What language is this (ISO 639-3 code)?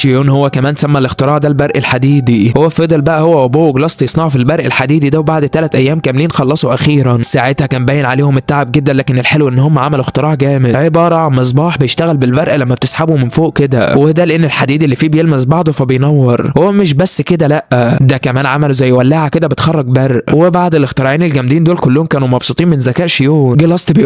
arz